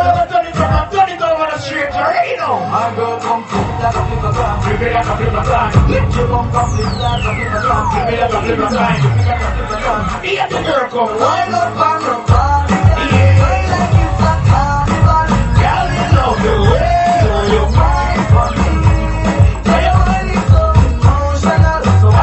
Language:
Jamaican Creole English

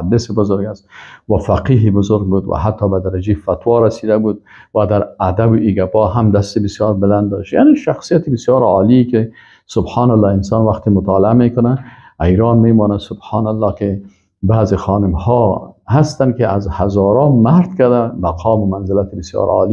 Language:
Persian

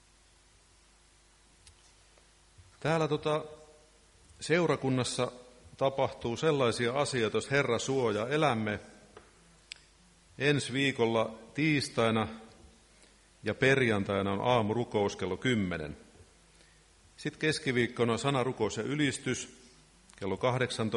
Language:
Finnish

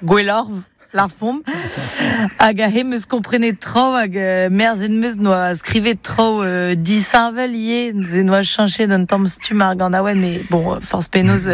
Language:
Breton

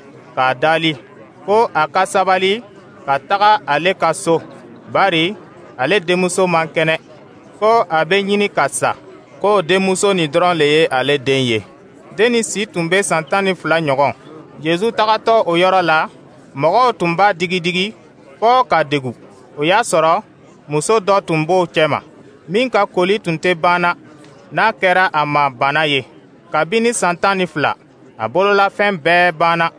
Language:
Dyula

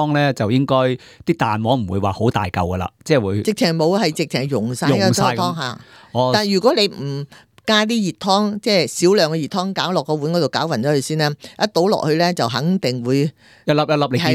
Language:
Cantonese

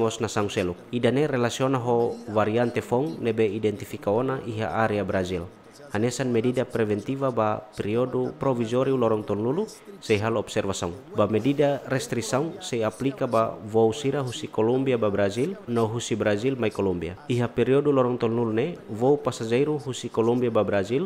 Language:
Tetum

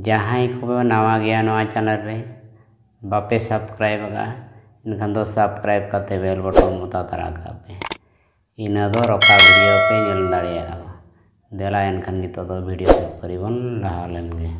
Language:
Santali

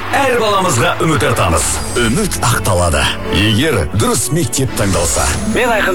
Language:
Kazakh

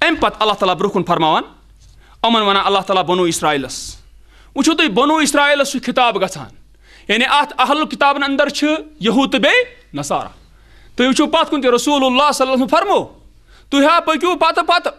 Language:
Kashmiri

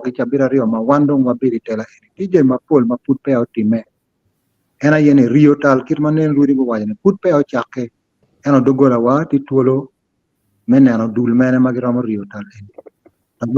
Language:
Acoli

